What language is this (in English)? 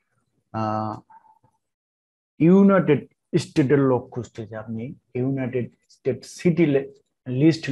Bangla